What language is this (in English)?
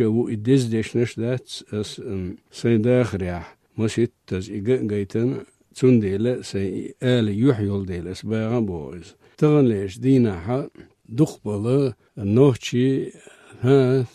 Chechen